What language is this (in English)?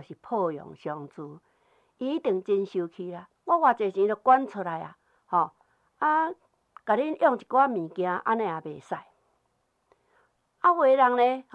Min Nan Chinese